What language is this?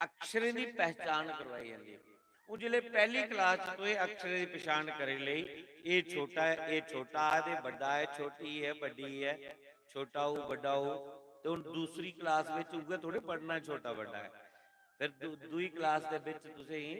Dogri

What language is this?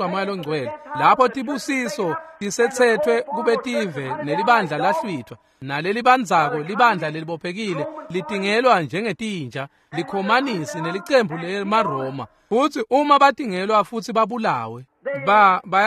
Swati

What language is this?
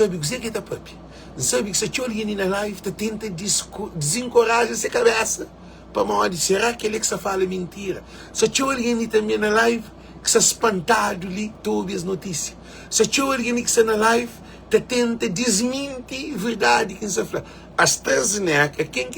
Kabuverdianu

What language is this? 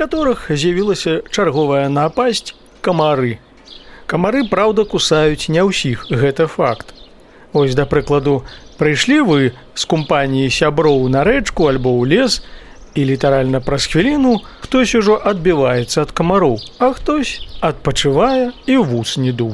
Belarusian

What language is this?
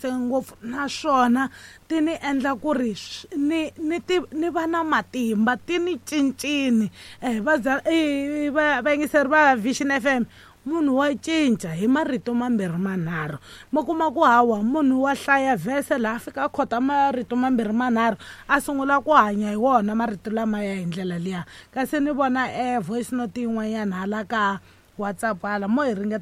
Tsonga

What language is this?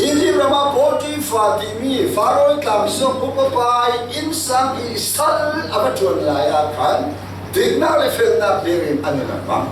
Falam Chin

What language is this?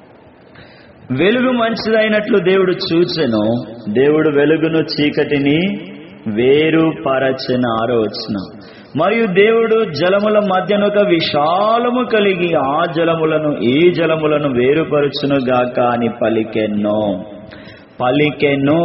Telugu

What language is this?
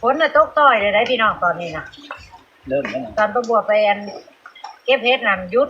Northeastern Thai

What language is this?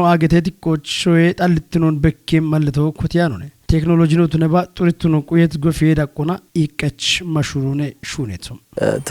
Kafa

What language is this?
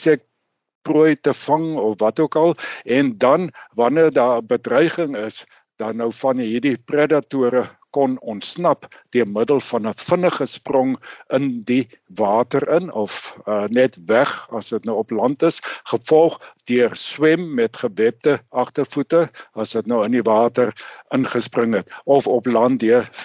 Afrikaans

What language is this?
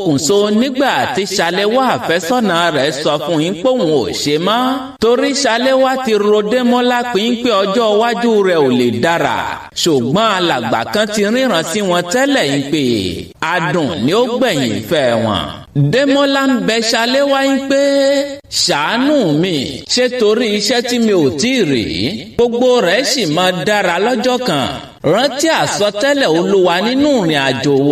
Yoruba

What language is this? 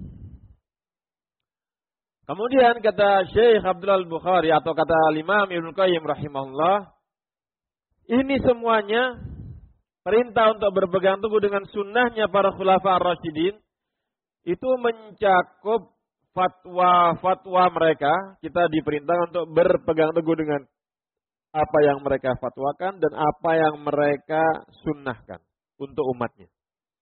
Indonesian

